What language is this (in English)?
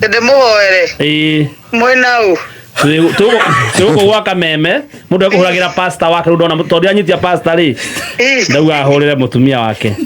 Kikuyu